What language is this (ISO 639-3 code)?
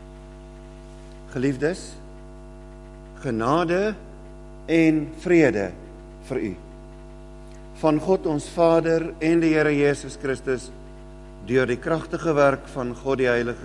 afr